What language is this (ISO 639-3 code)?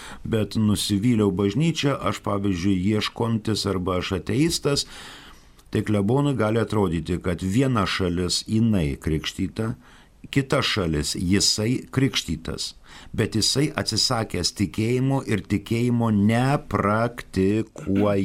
lit